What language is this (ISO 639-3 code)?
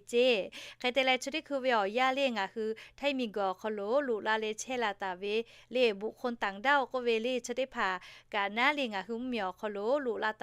lhu